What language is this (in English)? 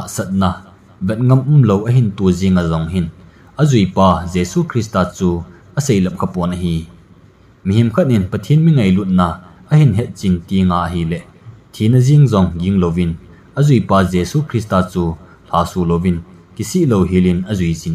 Thado Chin